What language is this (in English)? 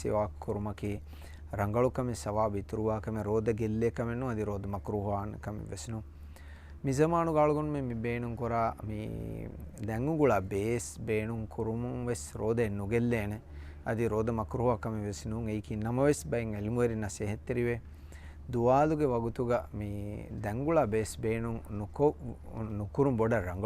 Divehi